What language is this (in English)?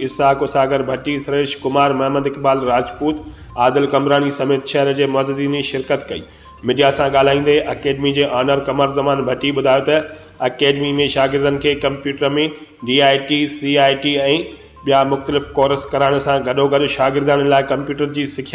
Sindhi